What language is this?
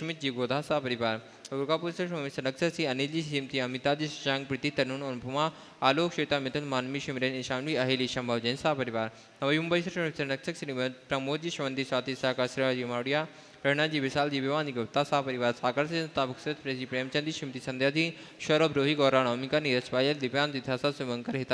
Hindi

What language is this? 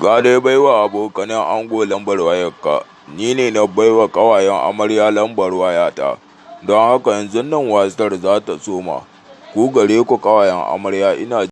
Hausa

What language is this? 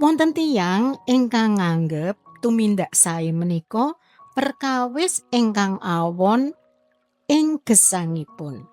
Javanese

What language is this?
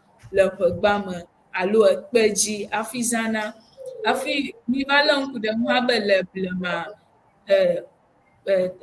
Ewe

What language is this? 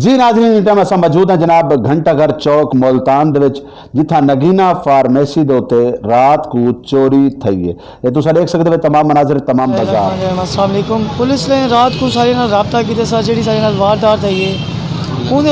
Saraiki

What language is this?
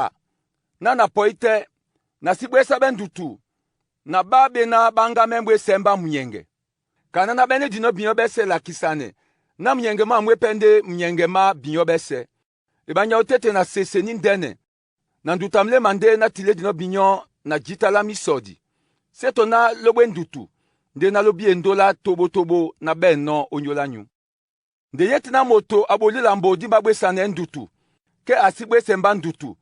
Duala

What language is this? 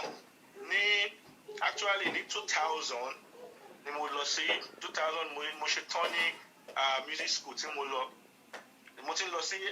Yoruba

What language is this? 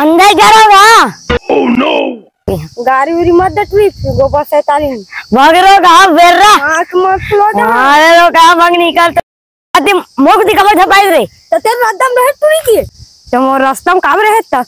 Chhattisgarhi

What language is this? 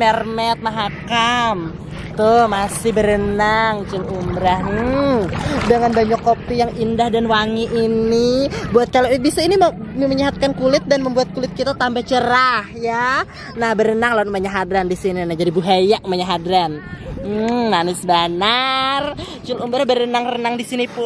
Banjar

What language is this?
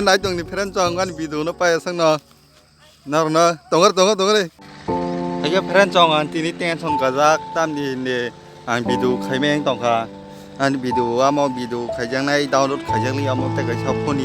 Kok Borok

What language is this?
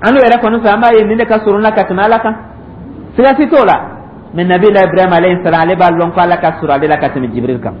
Dyula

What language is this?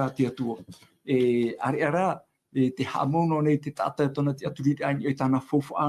Tahitian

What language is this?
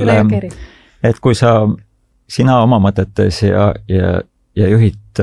Estonian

